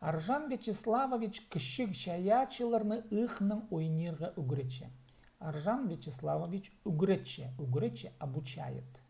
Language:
Khakas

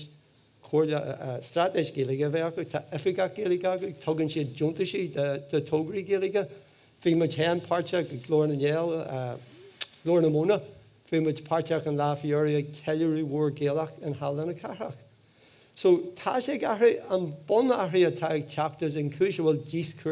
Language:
Irish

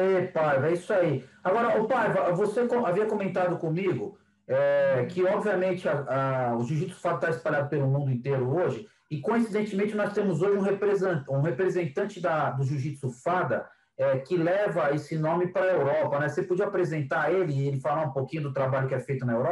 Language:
Portuguese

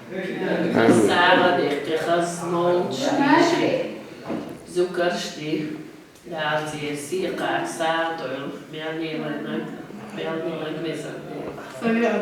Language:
Chechen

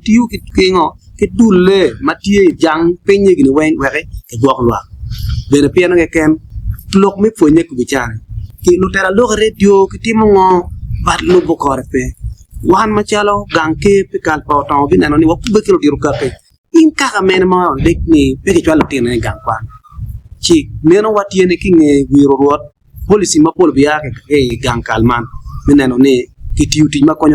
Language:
Acoli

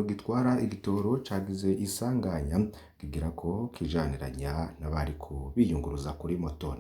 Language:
Rundi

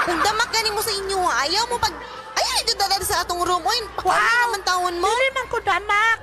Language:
Cebuano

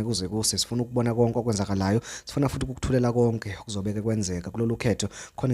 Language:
Zulu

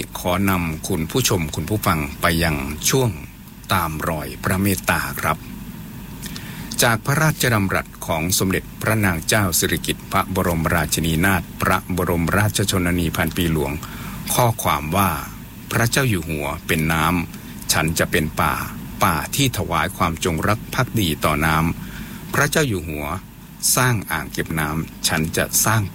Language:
Thai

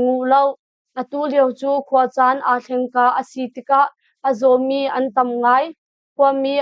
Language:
Hakha Chin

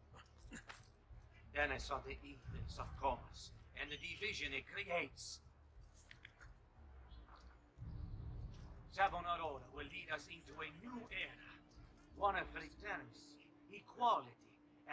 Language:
English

